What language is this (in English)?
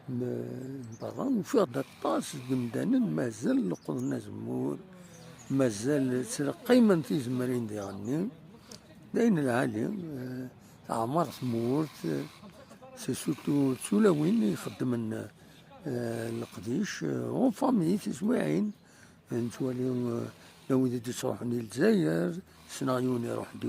Kabyle